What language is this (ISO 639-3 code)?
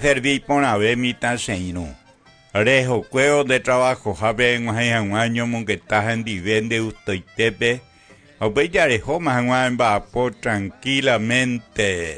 grn